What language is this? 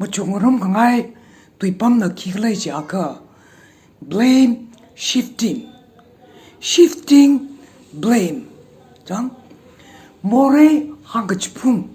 Tangkhul Naga (India)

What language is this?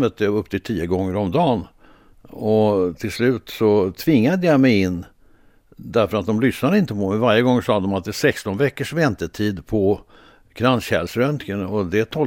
Swedish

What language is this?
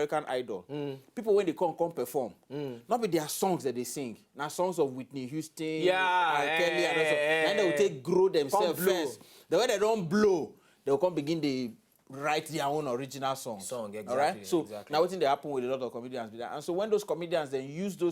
Nigerian Pidgin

